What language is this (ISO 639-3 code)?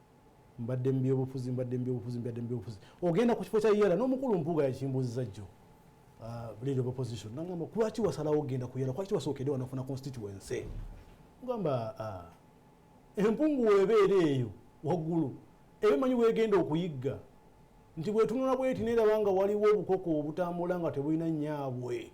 lug